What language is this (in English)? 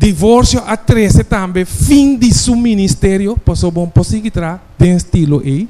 Papiamento